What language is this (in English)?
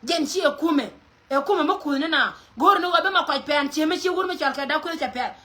Nuer